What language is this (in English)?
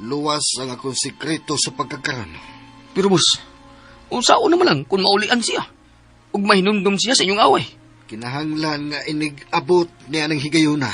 Cebuano